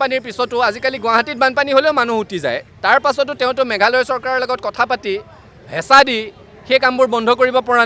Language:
Assamese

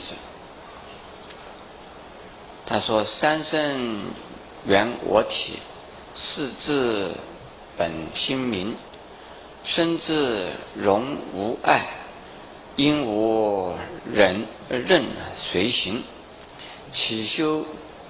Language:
Chinese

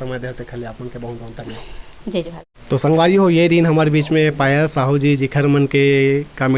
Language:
Chhattisgarhi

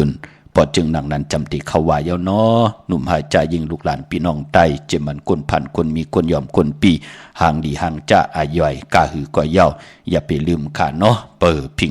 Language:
Shan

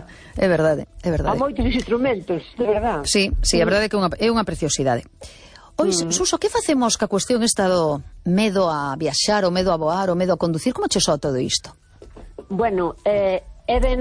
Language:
Galician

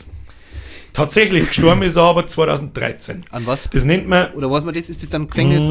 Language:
Bavarian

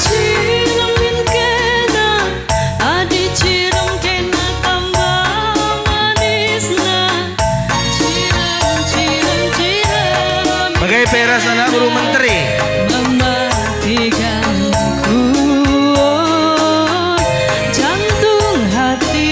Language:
Batak Karo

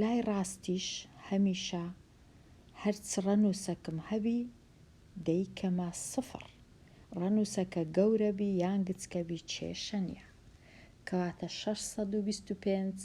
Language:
Central Kurdish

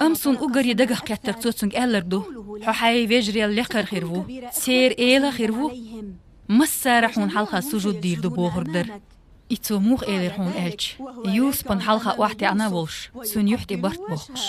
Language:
Chechen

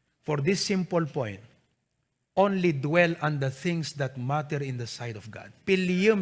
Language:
Iloko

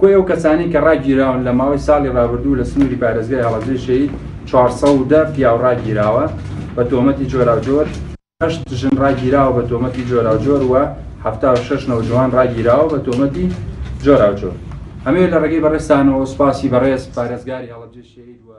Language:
Central Kurdish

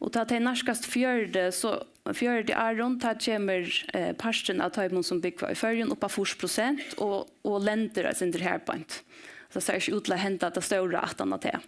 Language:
Faroese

